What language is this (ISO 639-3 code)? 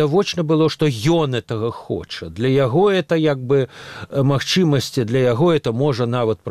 bel